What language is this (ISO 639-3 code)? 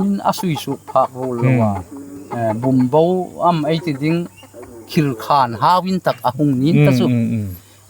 hmr